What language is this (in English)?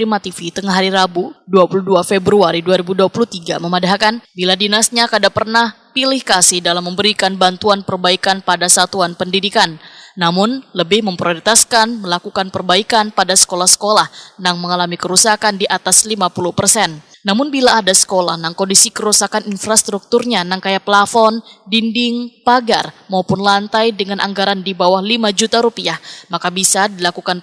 Banjar